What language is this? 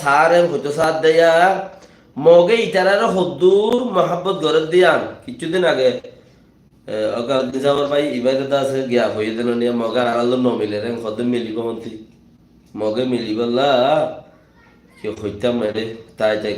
Rohingya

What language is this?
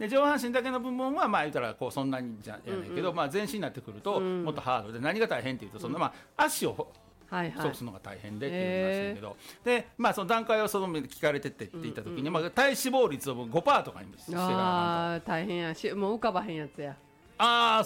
Japanese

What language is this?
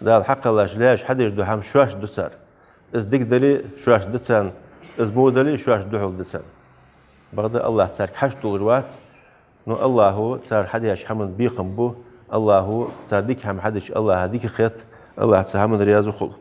Ingush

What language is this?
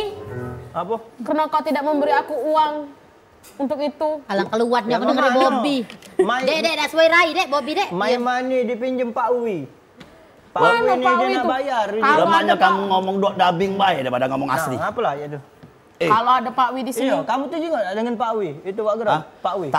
Musi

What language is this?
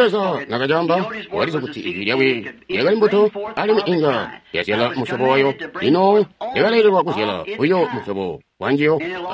Tonga (Zambia)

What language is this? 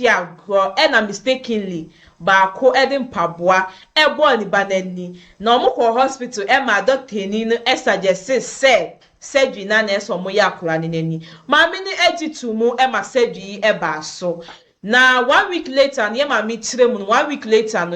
Akan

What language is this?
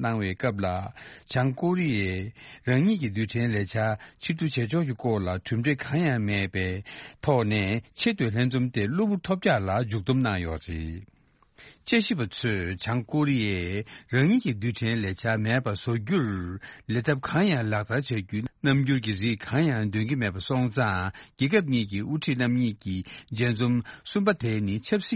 Tibetan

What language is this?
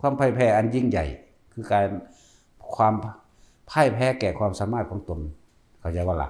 Lao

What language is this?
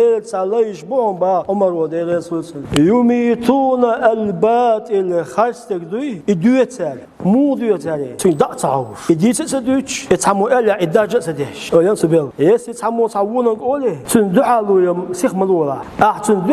Chechen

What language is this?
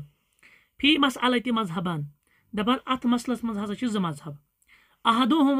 Kashmiri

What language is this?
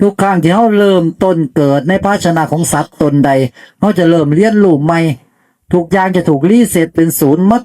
Northeastern Thai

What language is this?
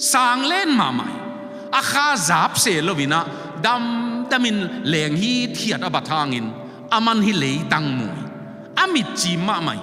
Tedim Chin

